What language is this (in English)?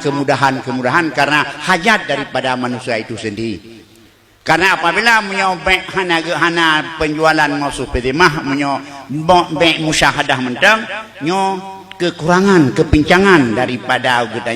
Achinese